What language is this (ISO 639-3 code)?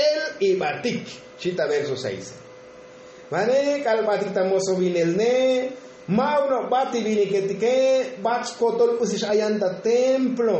tzo